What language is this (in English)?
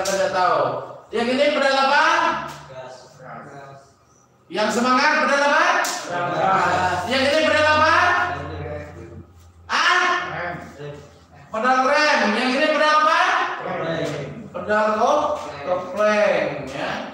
Indonesian